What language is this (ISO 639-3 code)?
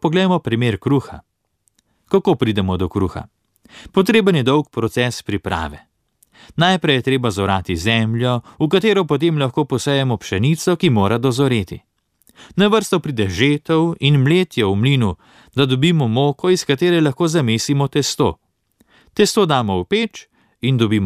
slv